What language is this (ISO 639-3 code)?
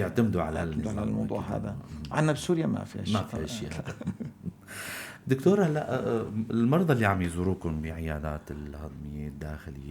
apc